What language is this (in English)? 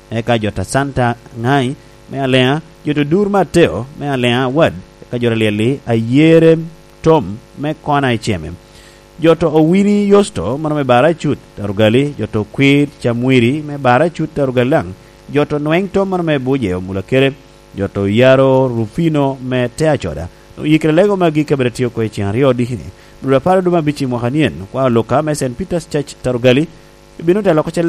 Lango (Uganda)